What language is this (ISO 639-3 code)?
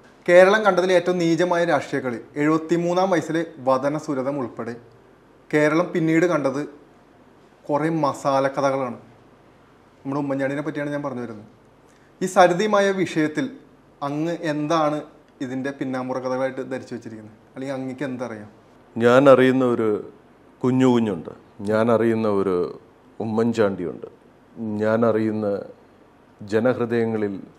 mal